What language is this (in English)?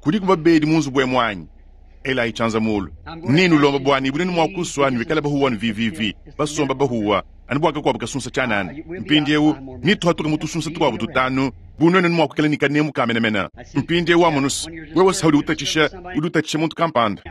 Luba-Lulua